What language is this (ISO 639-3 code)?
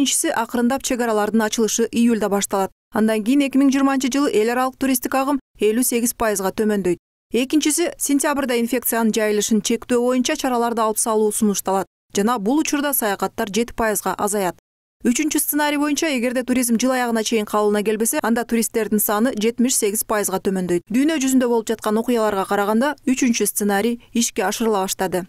kir